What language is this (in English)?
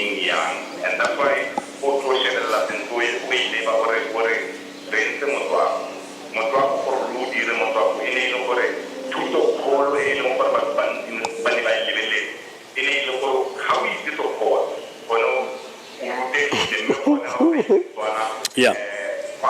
Tswana